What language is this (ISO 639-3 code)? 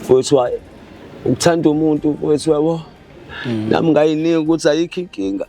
zul